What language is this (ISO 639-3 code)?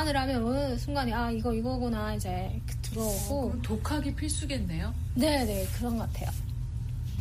kor